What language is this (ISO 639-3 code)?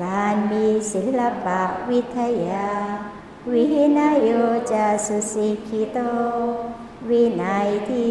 tha